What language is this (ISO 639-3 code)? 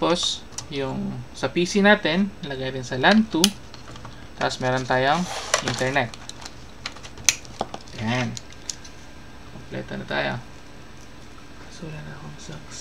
fil